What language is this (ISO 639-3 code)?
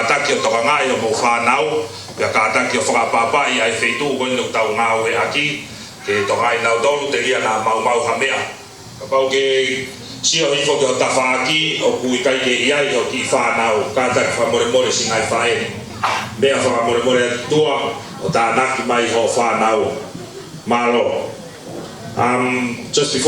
ton